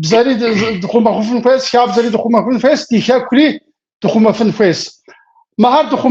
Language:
Kabardian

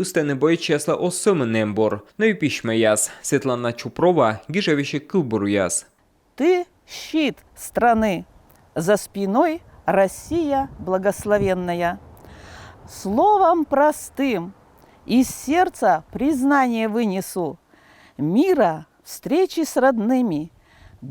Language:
Komi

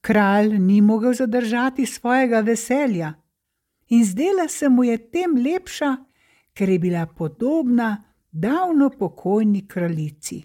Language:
Slovenian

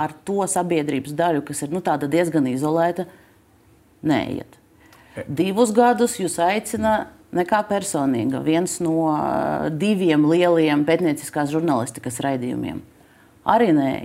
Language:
Latvian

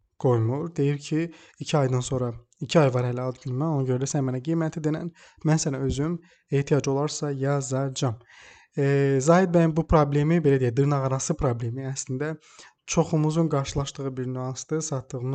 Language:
Azerbaijani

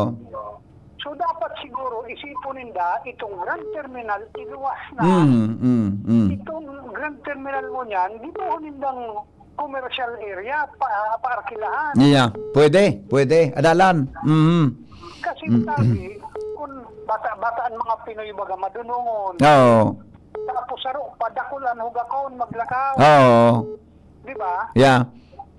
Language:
Bikol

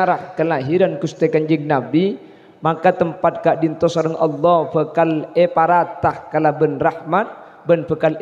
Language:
Madurese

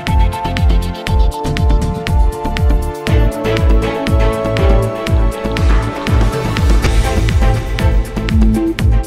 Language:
Kazakh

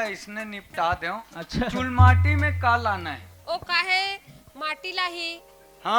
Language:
Chhattisgarhi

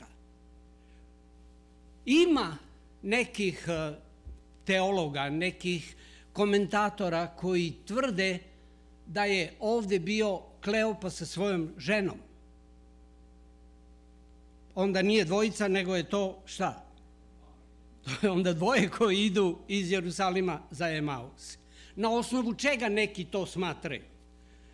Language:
Serbian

